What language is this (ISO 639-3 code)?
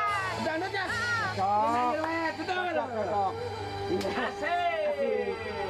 bew